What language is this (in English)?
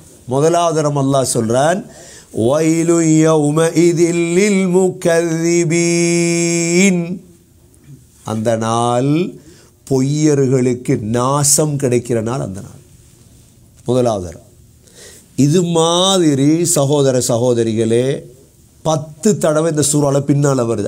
Tamil